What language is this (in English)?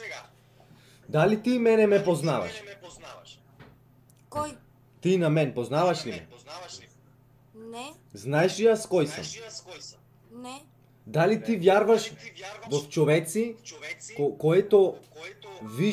Bulgarian